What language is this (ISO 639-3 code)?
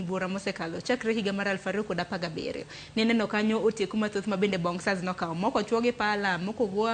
luo